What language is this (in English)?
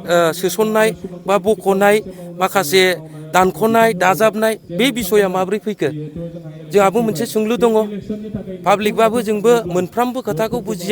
Bodo